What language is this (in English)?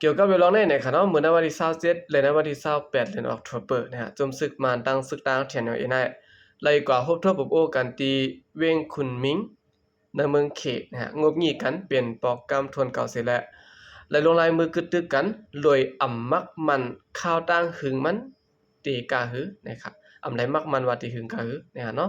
Shan